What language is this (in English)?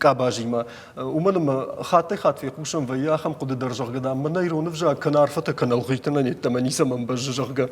Ossetic